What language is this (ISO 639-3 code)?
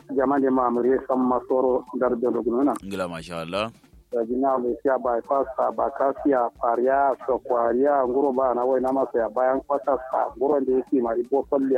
kau